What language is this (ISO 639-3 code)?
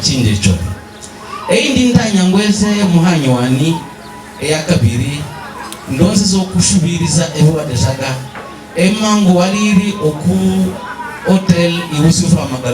hav